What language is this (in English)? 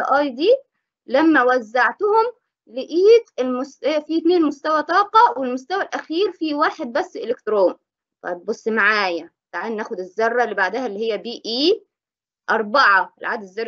Egyptian Arabic